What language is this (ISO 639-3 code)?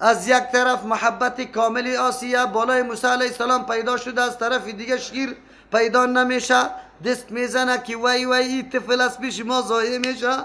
fas